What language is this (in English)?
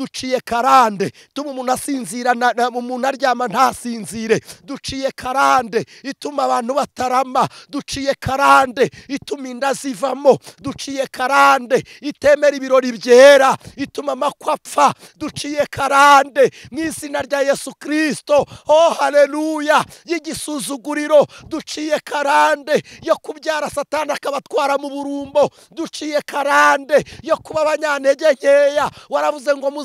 Kinyarwanda